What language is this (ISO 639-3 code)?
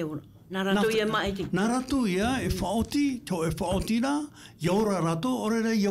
tah